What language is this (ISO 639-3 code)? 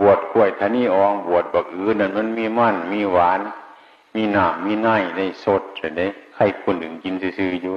tts